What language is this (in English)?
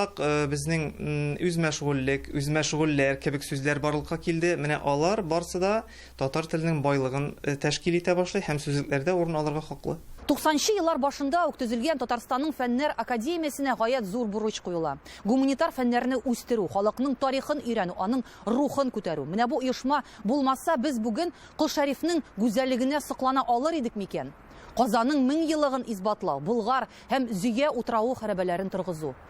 Tatar